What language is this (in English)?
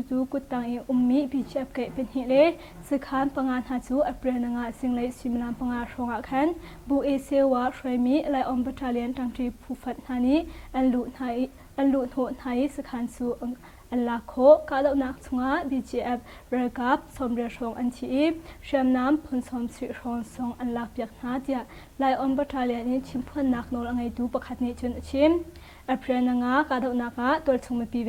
Hakha Chin